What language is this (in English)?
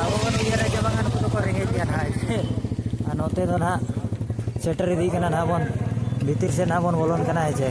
Santali